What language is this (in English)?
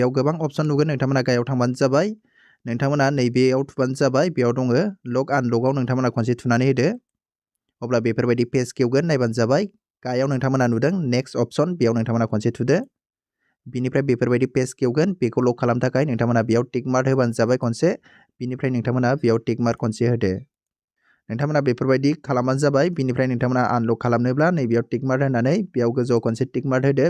Bodo